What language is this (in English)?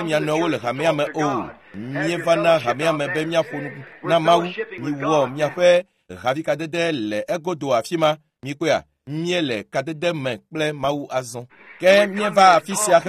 Ewe